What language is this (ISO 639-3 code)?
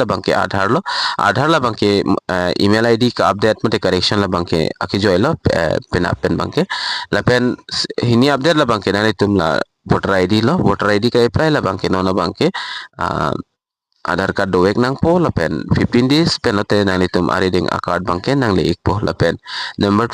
mjw